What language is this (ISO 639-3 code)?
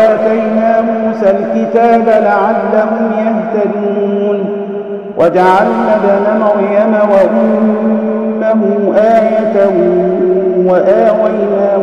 ara